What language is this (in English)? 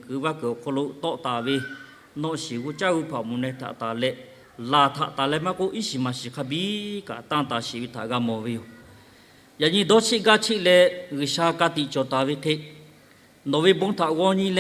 Lahu